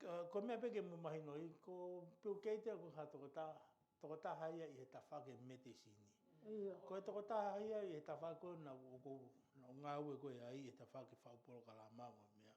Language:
Tongan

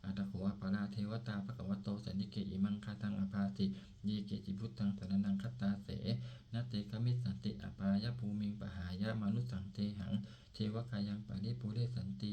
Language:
Pali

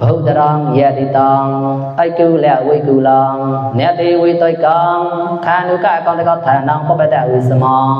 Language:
Mon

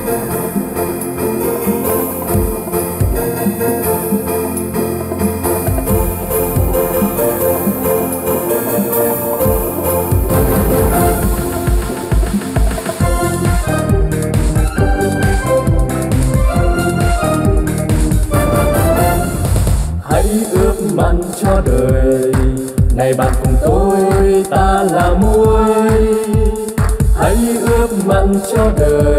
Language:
Vietnamese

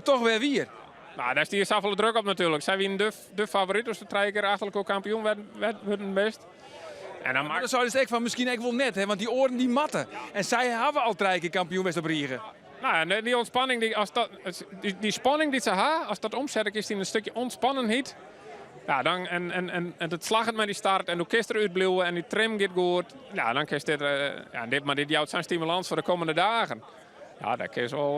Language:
Western Frisian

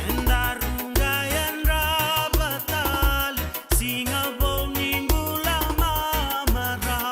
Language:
Fijian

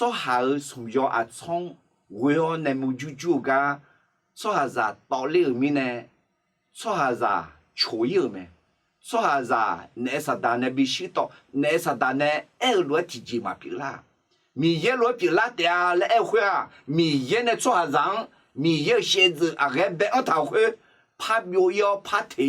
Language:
Akha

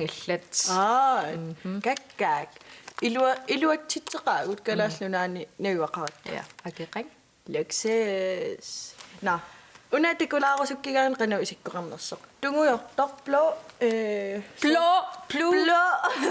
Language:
Kalaallisut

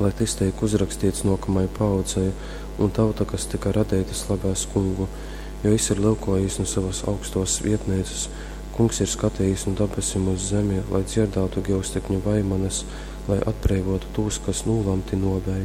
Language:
Latgalian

